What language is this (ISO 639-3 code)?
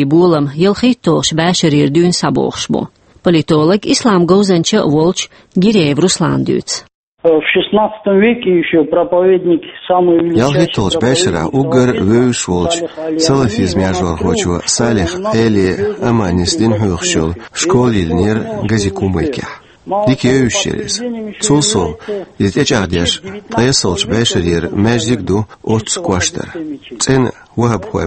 che